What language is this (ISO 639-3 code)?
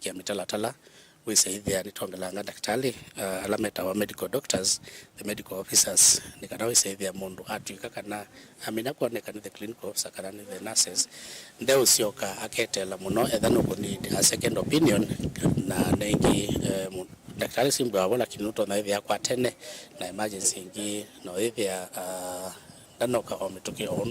kam